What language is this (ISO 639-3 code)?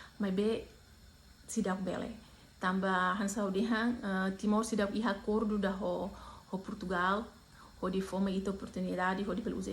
tet